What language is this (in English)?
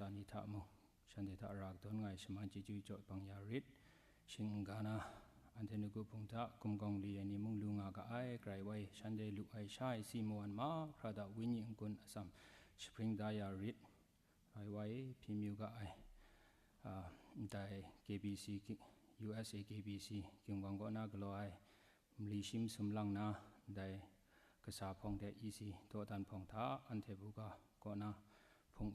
Kachin